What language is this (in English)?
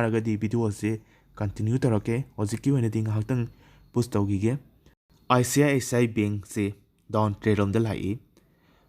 Manipuri